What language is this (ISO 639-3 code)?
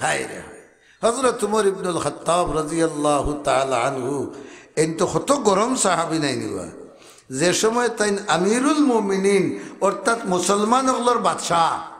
syl